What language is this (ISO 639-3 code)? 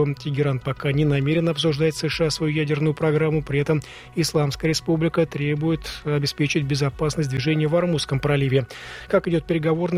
rus